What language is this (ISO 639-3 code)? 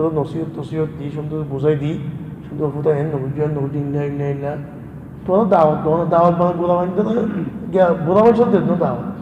rhg